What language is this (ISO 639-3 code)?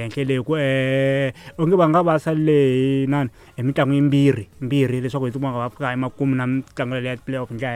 tso